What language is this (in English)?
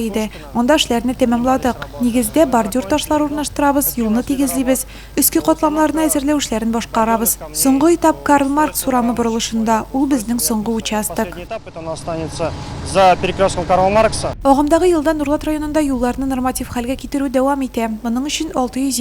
Tatar